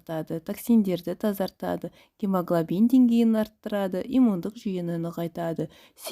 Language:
Kazakh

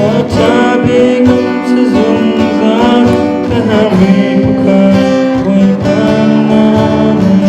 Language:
Hakha Chin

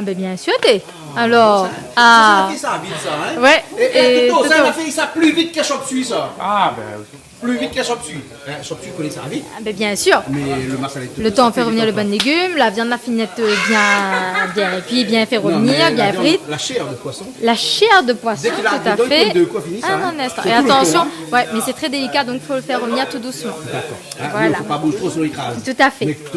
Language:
Réunion Creole French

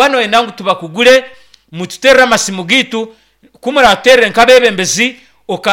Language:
Nyankole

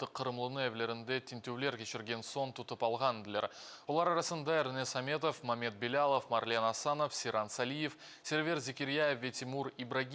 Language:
Crimean Tatar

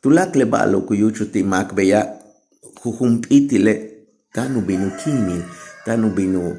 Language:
Yucateco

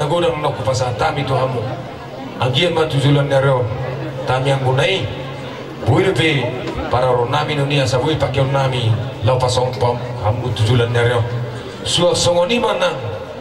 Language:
Batak Toba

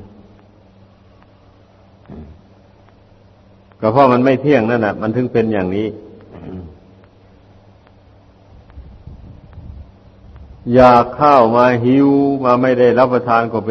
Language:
Thai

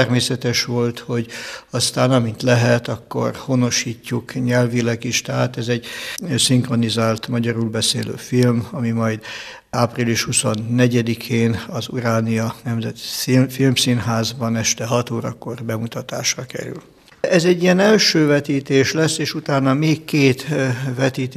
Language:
Hungarian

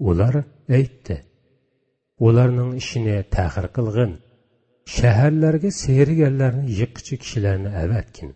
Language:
Uyghur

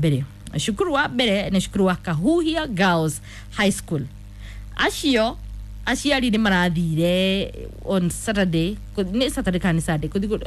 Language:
Kikuyu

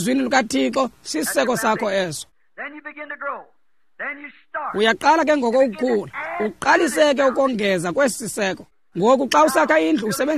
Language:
Xhosa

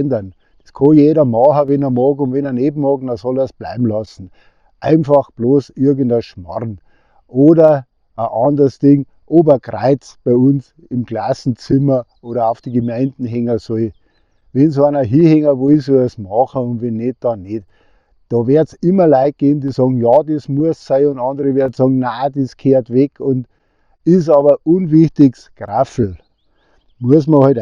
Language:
Bavarian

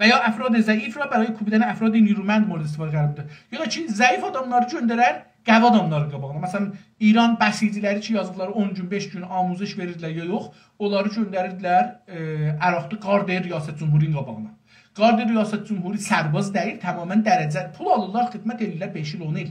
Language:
South Azerbaijani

